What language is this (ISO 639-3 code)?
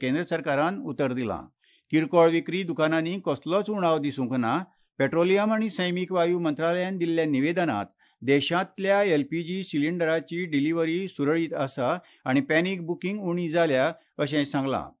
kok